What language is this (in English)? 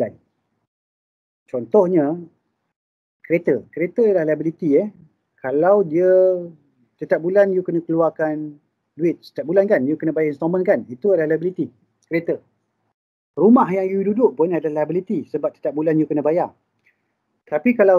Malay